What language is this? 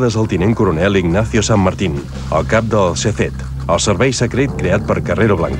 Catalan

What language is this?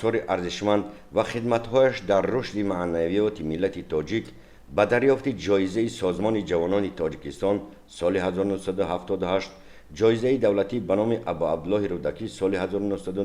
Tajik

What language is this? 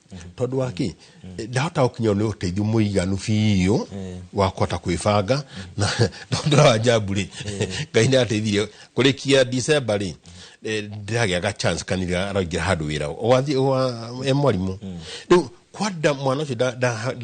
Kikuyu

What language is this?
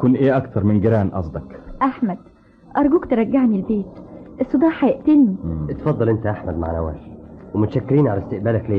Egyptian Arabic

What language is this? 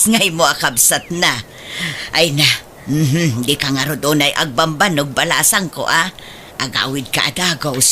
Iloko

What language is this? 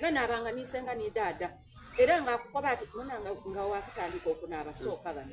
Soga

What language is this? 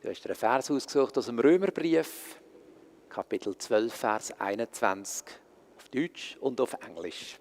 Swiss German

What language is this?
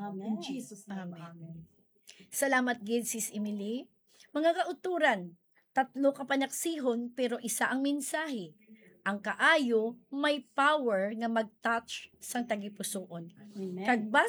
Hiligaynon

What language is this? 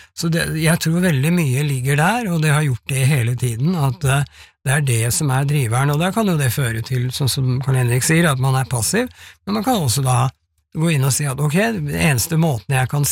Norwegian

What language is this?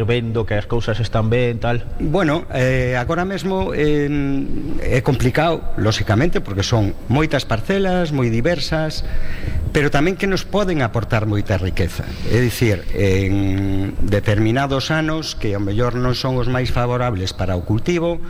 Galician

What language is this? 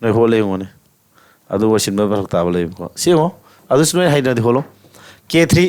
Manipuri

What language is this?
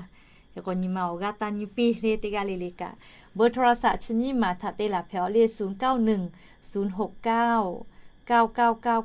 Lahu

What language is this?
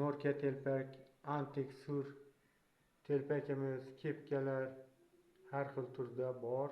Uzbek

